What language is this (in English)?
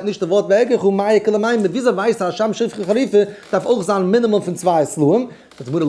Yiddish